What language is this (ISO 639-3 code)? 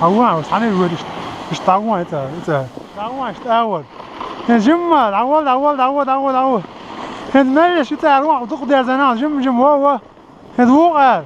che